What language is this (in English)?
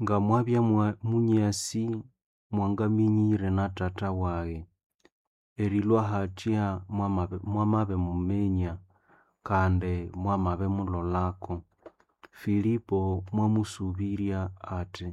Nande